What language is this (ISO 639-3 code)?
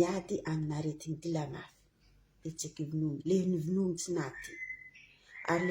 mlg